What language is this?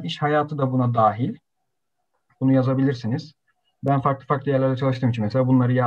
Turkish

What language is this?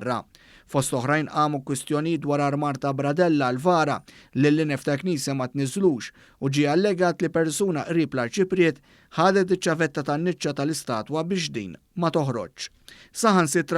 Maltese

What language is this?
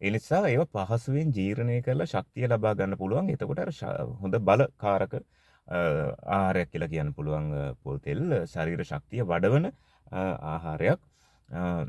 Sinhala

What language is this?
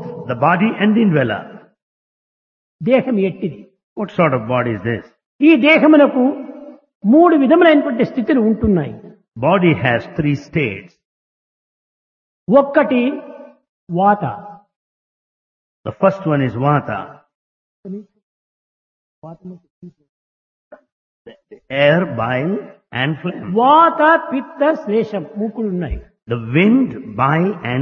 Telugu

